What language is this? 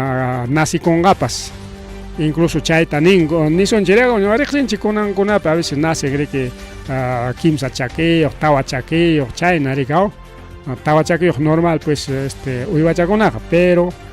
Ayacucho Quechua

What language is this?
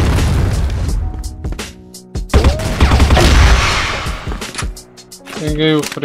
Portuguese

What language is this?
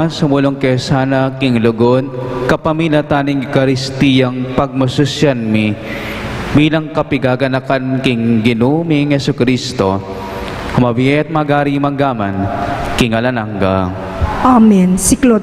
Pampanga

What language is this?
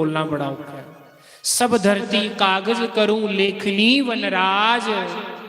Dogri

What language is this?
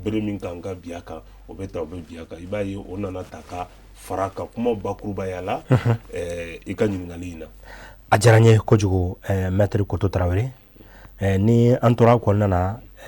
Bambara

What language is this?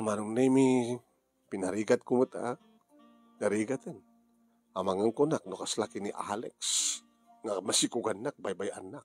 Iloko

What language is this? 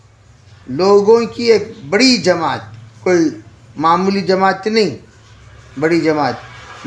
Urdu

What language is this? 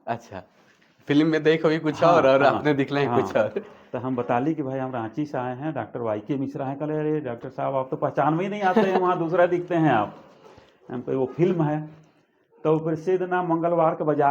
Sadri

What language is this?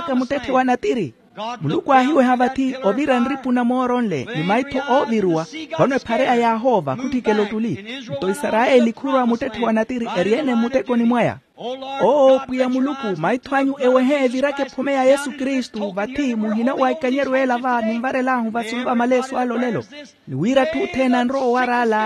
Makhuwa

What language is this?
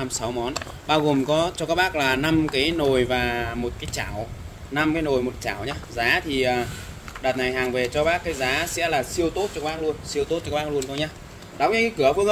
Vietnamese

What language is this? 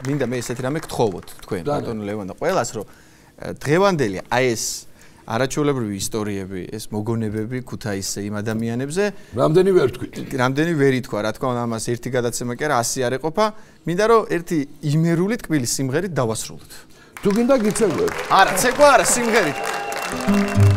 Georgian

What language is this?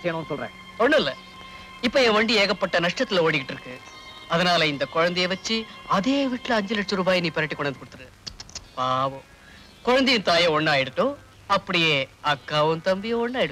Tamil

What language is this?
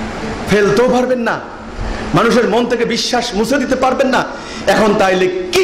Bangla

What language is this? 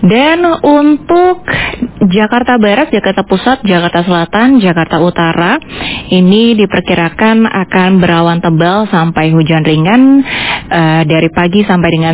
Indonesian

